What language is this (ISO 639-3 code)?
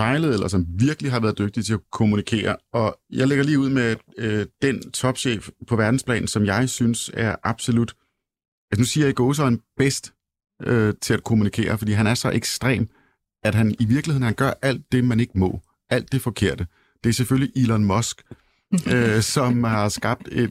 dan